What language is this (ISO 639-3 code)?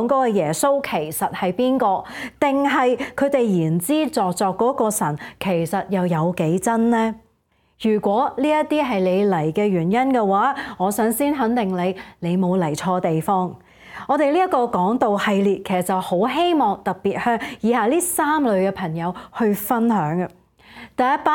yue